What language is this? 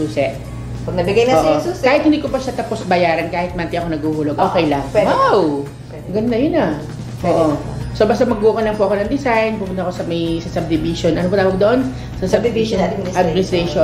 Filipino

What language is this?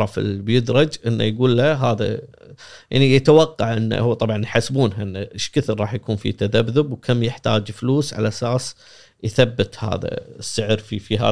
Gulf Arabic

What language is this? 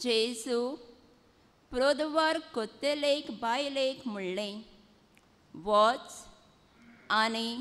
Konkani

